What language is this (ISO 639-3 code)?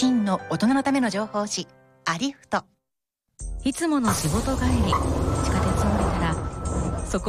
jpn